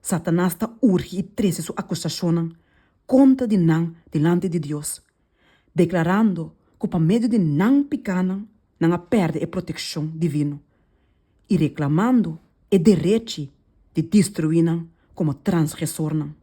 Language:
Papiamento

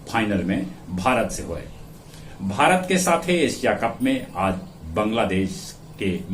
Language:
Magahi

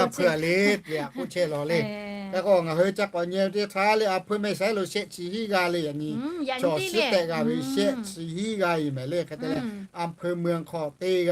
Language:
Lahu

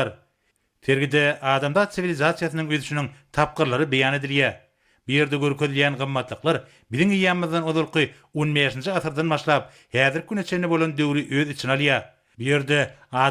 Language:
Turkmen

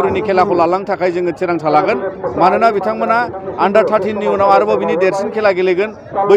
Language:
Bodo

